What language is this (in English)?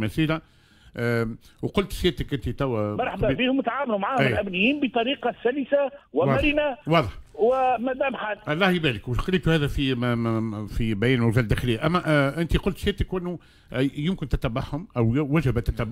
Tunisian Arabic